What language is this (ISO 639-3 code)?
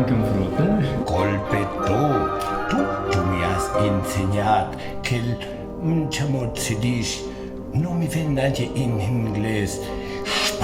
fur